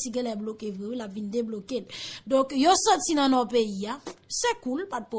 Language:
Haitian Creole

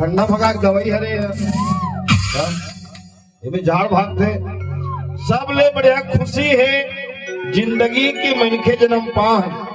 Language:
Chhattisgarhi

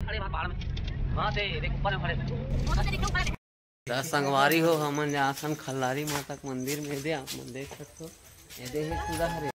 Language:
Chhattisgarhi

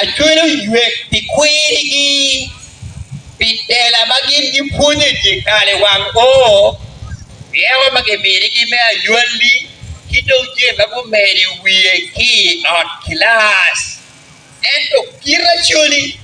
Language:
Acoli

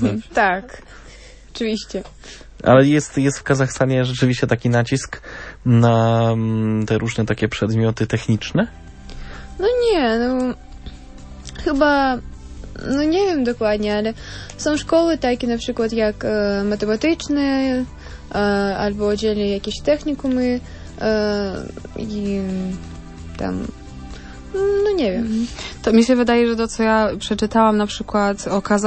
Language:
Polish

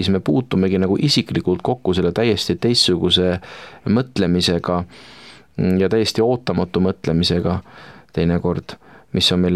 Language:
Estonian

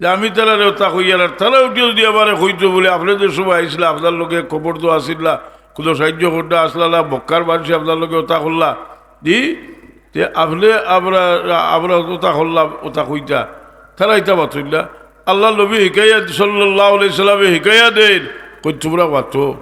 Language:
Sylheti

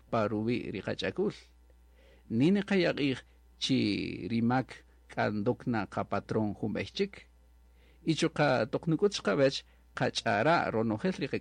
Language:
Kaqchikel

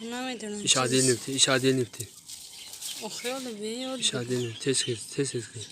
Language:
Tajik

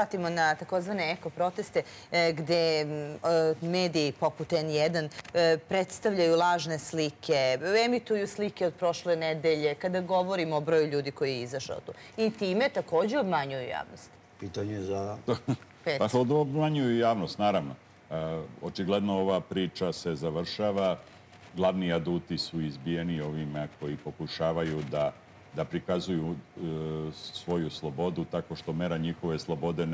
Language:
Serbian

